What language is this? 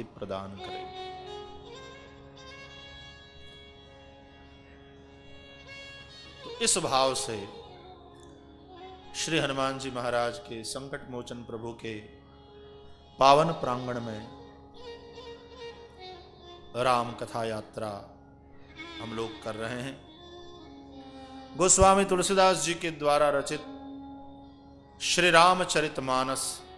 Hindi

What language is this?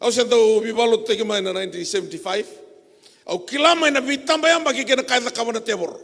Fijian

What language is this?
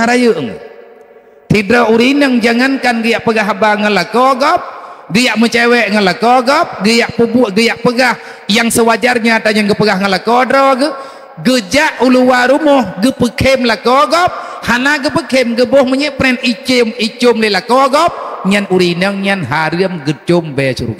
Achinese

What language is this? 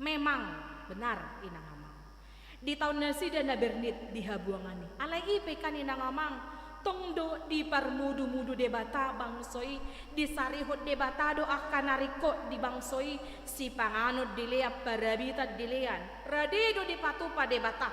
Batak Toba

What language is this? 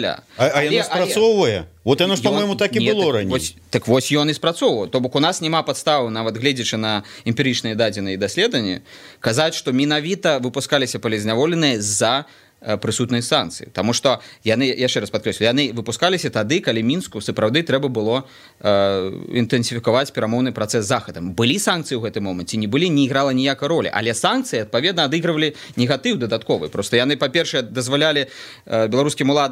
Belarusian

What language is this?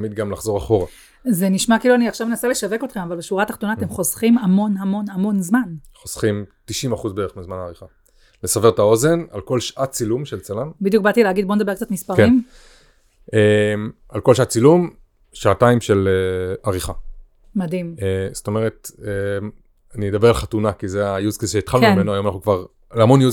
Hebrew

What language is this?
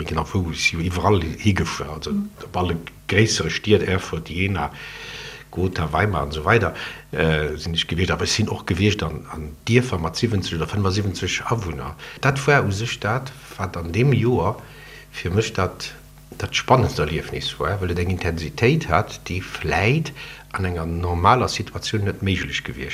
Luxembourgish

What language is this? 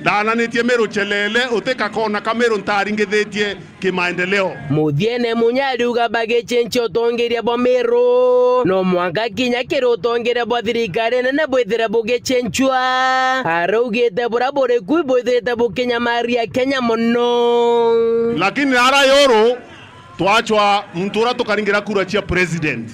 Meru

